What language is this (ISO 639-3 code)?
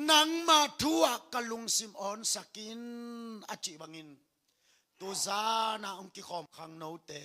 ctd